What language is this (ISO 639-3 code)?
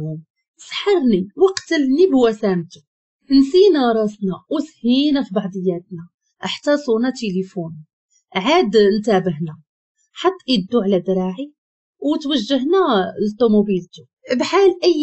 ary